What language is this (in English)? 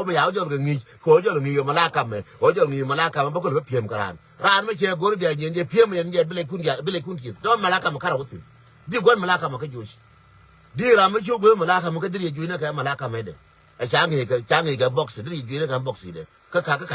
Nuer